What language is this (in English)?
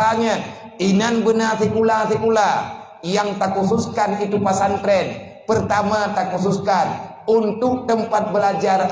Achinese